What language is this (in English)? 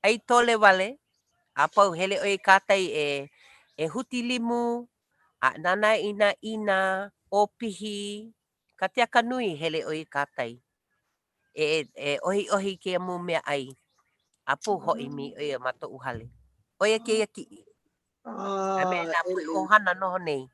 Hawaiian